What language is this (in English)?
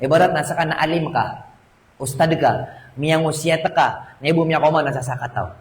Maranao